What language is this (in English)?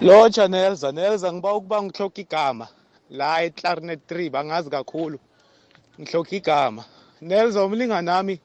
South Ndebele